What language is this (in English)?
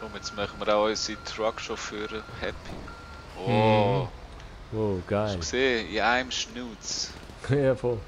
Swiss German